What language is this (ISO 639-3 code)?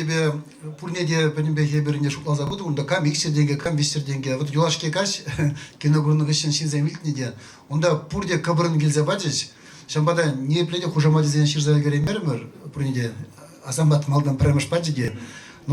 chv